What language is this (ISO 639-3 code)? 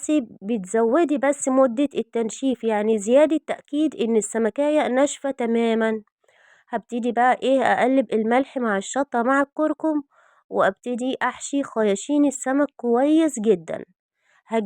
arz